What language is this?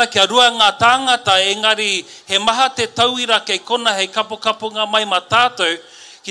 Māori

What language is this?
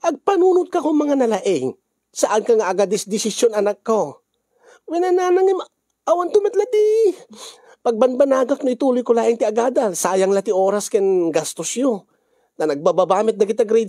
Iloko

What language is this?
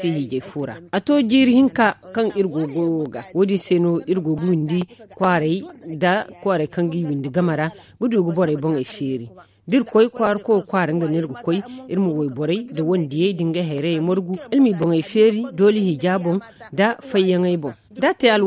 Zarma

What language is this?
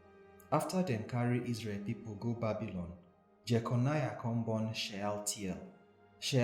Nigerian Pidgin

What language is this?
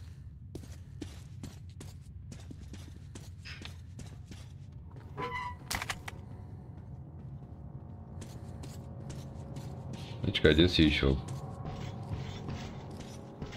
Slovak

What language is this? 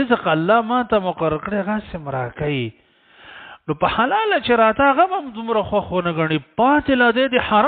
Pashto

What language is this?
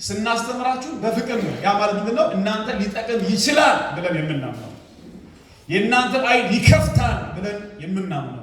Amharic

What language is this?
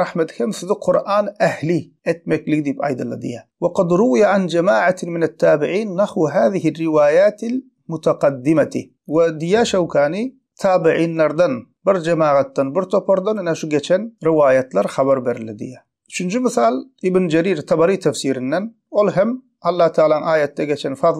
Turkmen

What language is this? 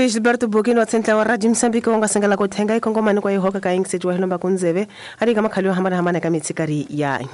Tsonga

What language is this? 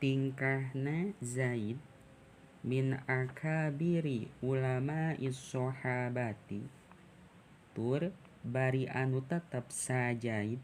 Sundanese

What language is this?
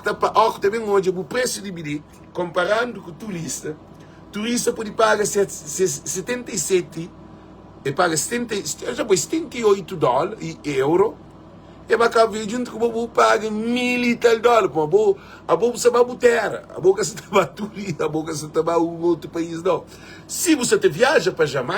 Kabuverdianu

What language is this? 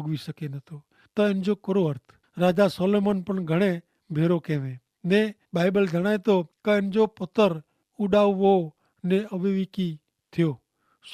Kachhi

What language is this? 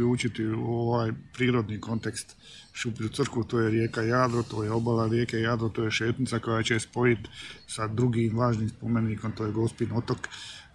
Croatian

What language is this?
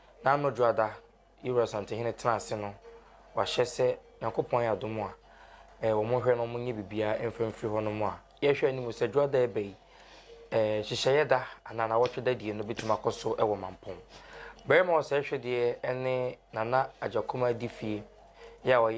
Akan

